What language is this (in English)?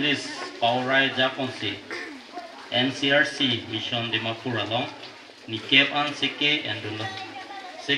Karbi